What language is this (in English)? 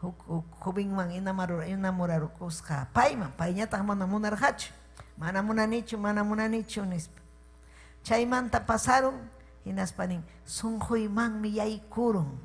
Ayacucho Quechua